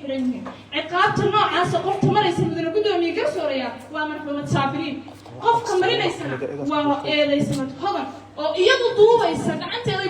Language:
Somali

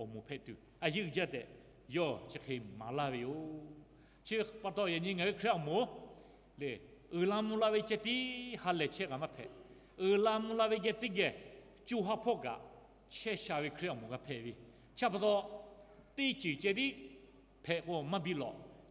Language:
Lahu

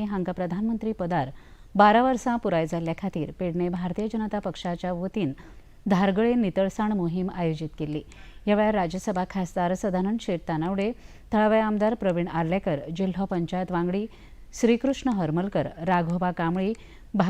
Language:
Konkani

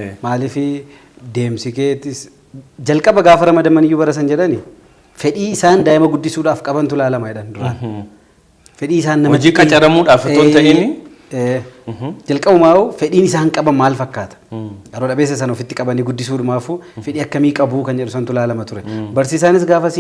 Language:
Oromo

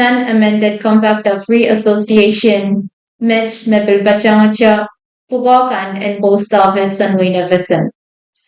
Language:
Pohnpeian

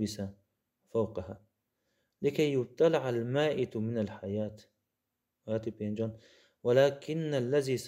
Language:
Kurdish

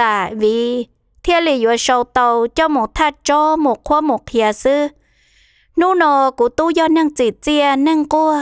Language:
Hmong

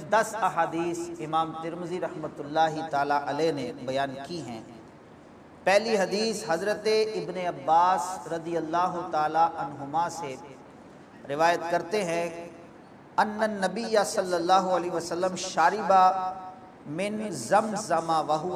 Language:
Urdu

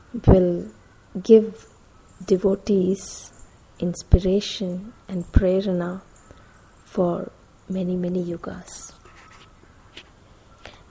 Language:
English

